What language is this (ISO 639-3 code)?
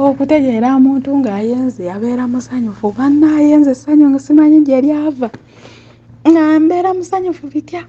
lug